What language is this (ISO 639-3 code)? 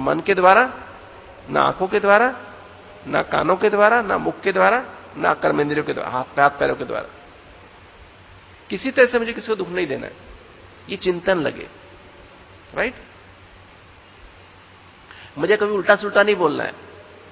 hin